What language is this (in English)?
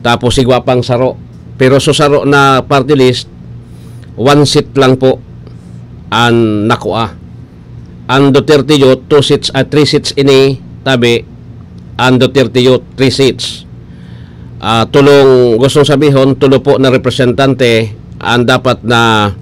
Bikol